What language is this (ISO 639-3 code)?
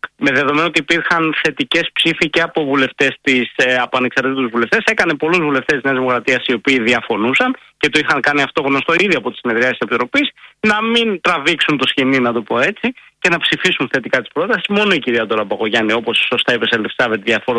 ell